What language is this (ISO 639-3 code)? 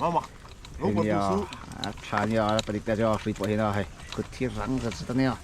lus